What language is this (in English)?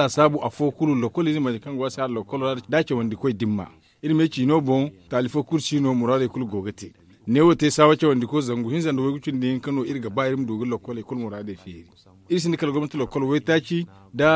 Zarma